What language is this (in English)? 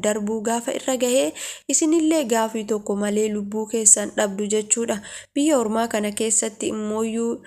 Oromo